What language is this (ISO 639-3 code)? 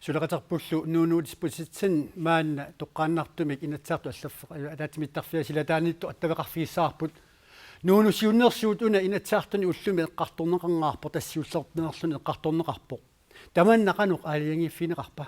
kal